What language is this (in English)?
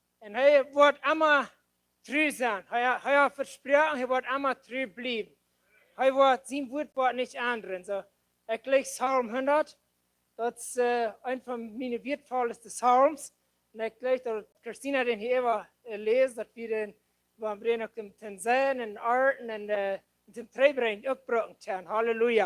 Plautdietsch